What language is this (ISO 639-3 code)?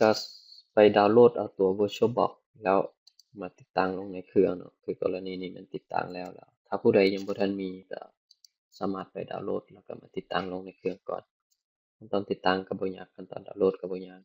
lao